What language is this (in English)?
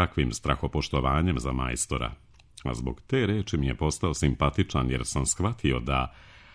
Serbian